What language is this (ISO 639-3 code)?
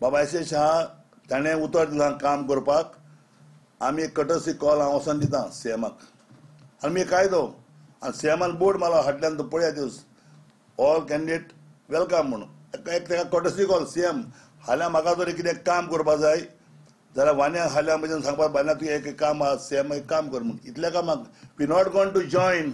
kok